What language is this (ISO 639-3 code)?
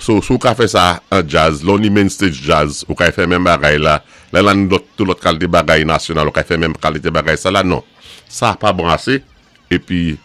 acf